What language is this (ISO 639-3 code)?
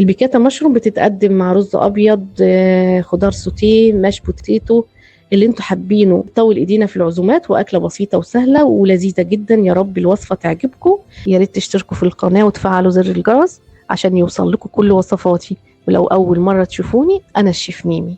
arz